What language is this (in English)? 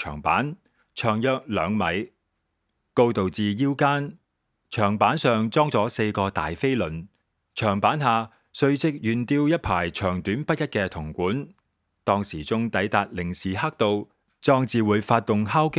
Cantonese